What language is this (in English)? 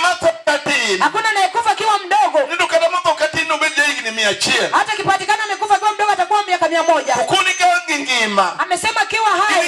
Luo (Kenya and Tanzania)